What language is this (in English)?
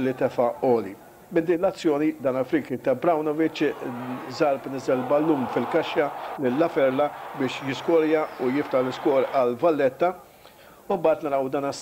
Maltese